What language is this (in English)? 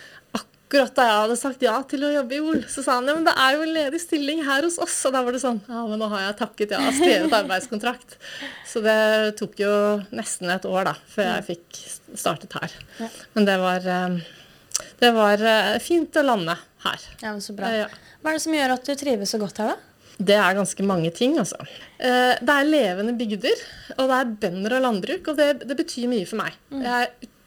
Norwegian